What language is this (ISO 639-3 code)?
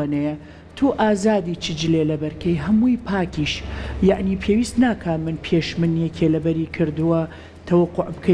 ckb